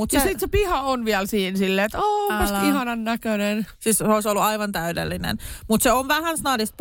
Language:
Finnish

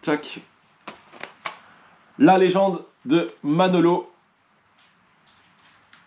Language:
French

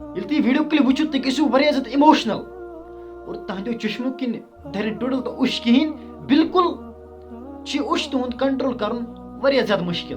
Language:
Kashmiri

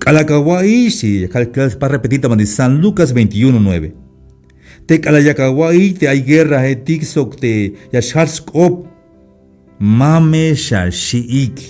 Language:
Tzeltal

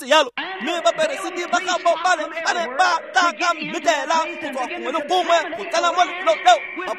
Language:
Tswana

